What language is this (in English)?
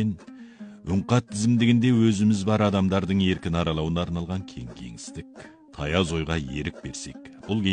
Kazakh